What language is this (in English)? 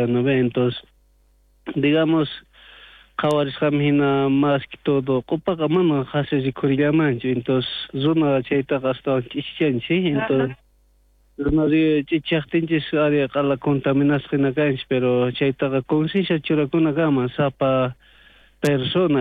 South Bolivian Quechua